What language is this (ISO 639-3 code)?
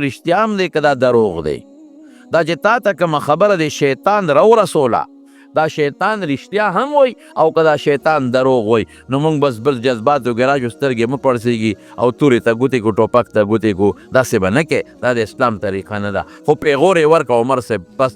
pus